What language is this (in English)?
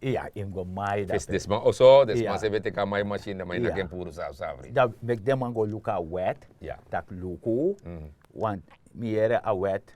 Sranan Tongo